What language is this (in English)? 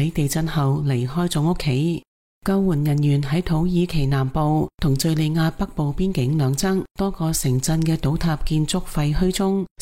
Cantonese